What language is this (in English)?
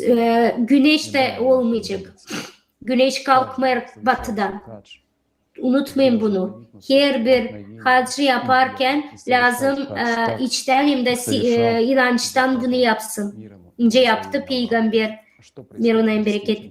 Gagauz